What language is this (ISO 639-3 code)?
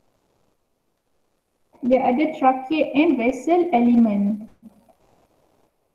msa